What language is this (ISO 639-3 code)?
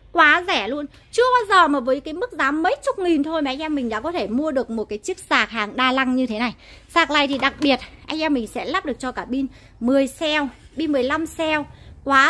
vie